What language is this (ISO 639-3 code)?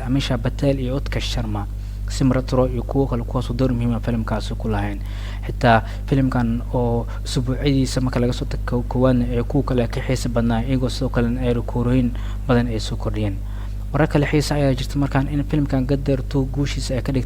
som